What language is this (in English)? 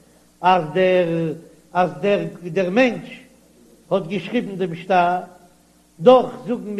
Yiddish